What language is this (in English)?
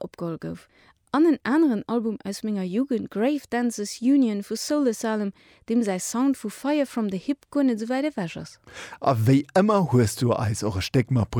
Luxembourgish